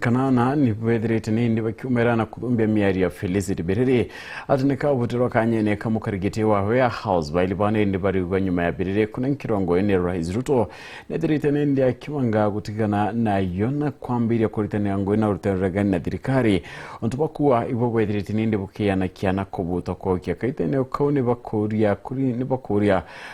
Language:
Meru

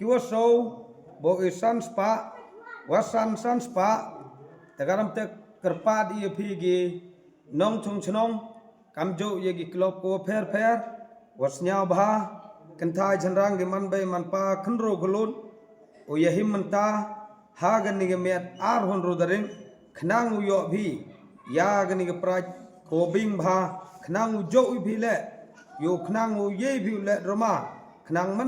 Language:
Pnar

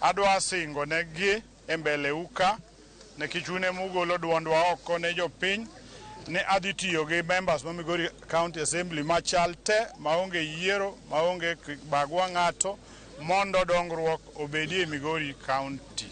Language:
Luo (Kenya and Tanzania)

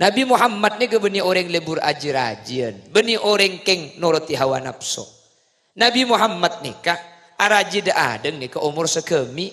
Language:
Madurese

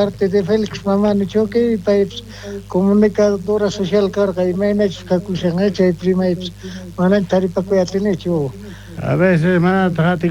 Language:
South Bolivian Quechua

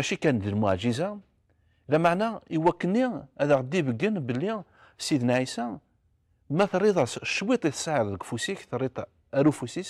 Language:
Kabyle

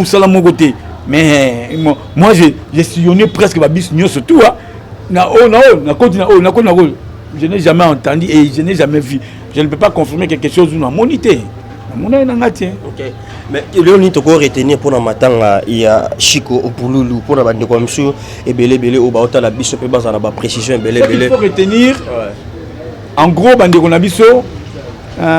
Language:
Lingala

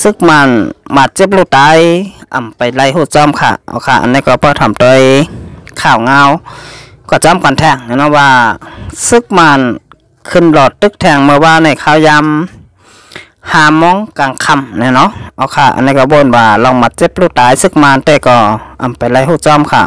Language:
Shan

